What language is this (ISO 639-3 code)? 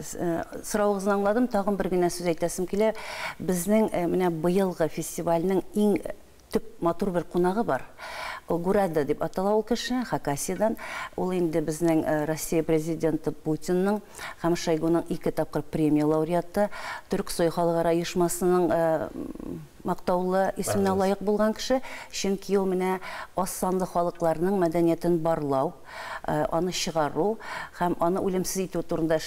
tat